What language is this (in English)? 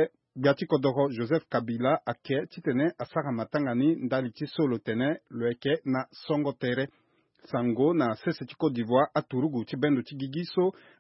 Sango